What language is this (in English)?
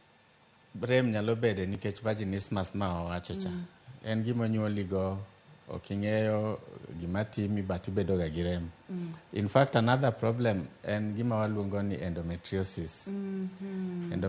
Luo (Kenya and Tanzania)